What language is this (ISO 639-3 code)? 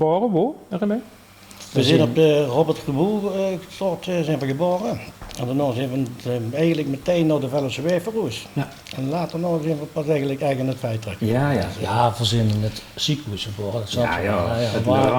lim